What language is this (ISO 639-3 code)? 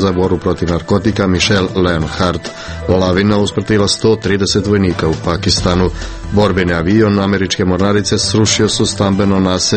hrv